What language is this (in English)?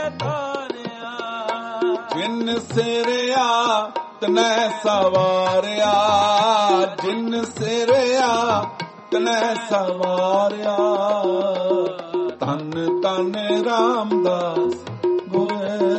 Punjabi